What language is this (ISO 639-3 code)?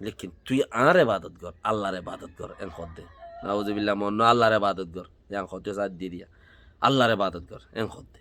rhg